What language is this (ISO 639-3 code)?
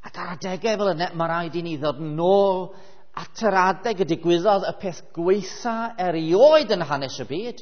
cym